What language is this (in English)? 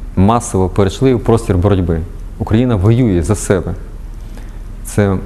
Ukrainian